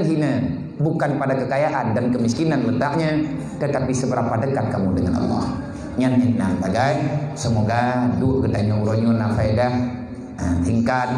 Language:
Achinese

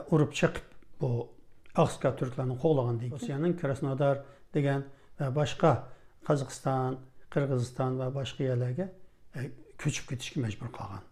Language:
Uyghur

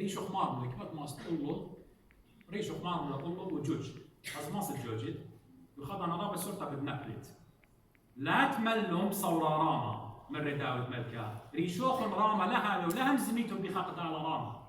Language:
Assyrian Neo-Aramaic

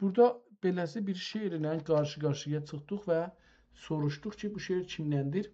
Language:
South Azerbaijani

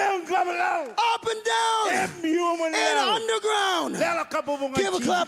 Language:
Marshallese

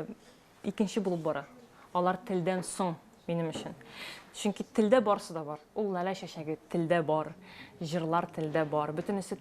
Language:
Tatar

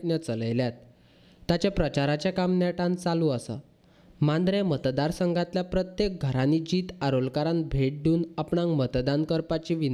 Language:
Konkani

